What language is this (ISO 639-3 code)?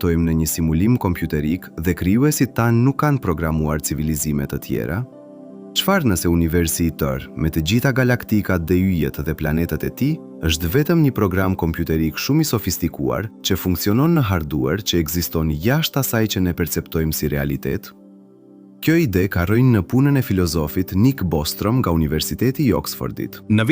sqi